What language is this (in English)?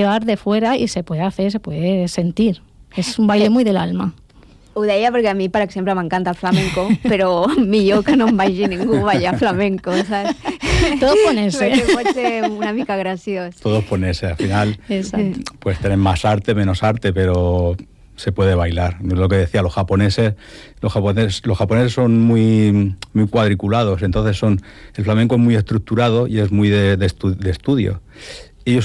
Catalan